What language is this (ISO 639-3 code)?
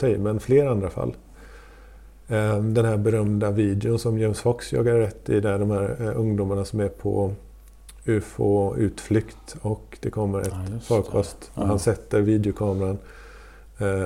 swe